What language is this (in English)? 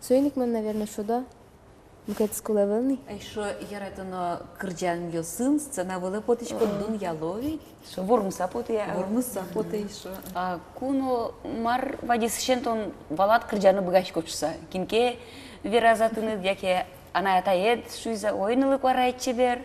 Udmurt